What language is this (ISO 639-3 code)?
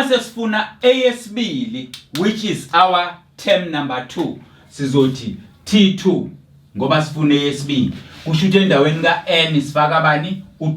zul